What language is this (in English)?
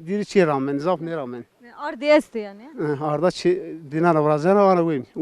Zaza